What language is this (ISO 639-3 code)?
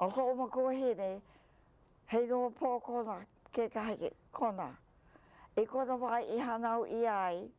haw